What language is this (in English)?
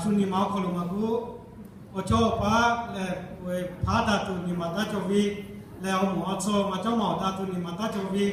Lahu